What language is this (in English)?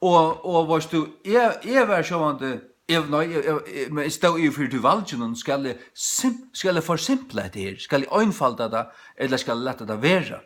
Faroese